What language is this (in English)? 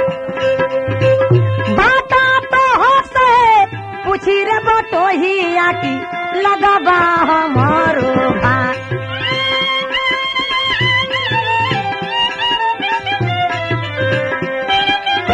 Bhojpuri